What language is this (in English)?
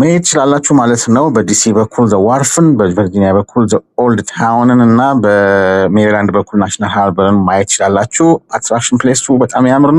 Amharic